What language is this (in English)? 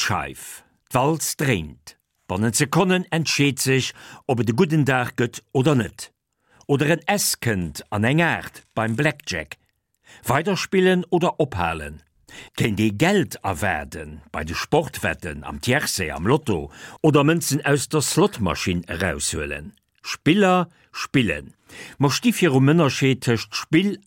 Luxembourgish